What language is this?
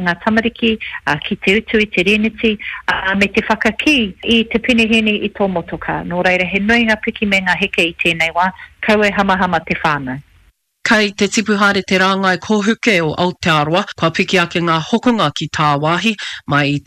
Māori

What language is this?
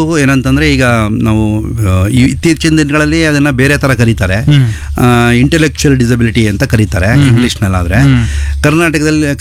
Kannada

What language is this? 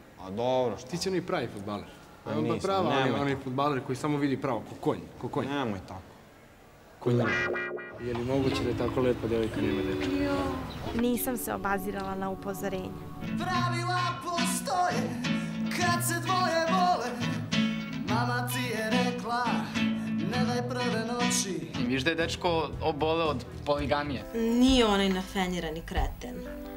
Serbian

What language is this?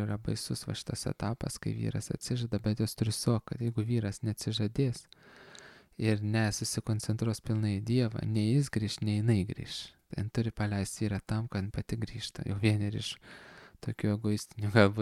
Lithuanian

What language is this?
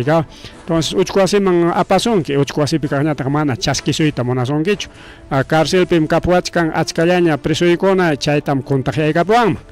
Ayacucho Quechua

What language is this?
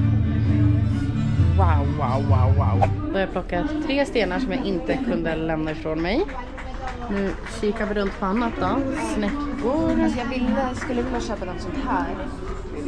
Swedish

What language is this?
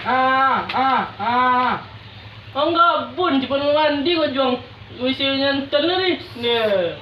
Minangkabau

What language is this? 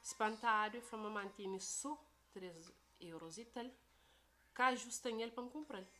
Kabuverdianu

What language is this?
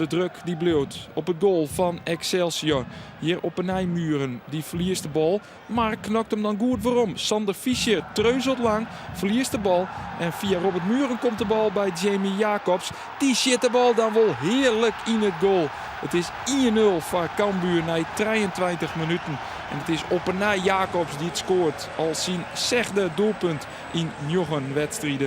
Western Frisian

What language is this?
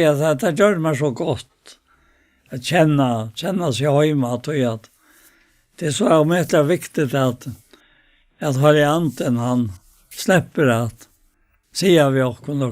Faroese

